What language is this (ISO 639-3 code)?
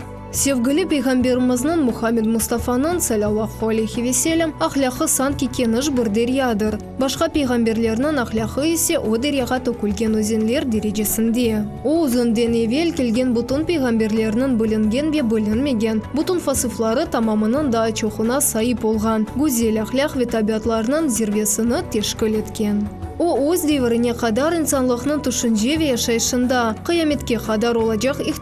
crh